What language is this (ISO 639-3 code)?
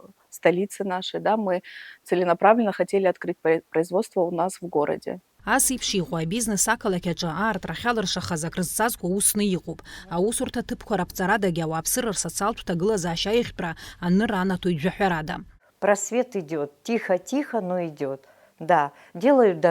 abk